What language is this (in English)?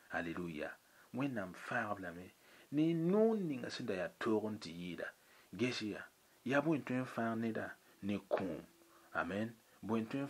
Mossi